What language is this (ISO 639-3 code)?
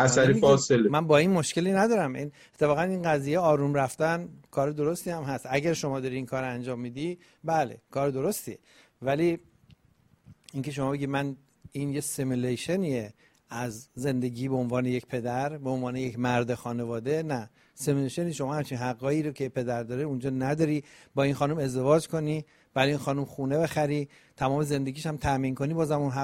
fas